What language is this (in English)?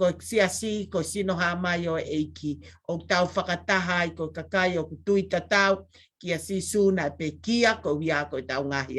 Tongan